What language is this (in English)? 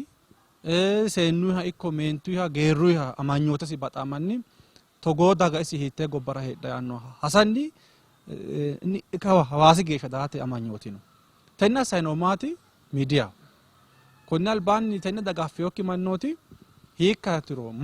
Sidamo